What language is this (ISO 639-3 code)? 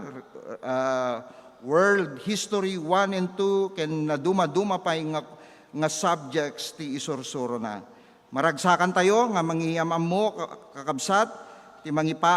ilo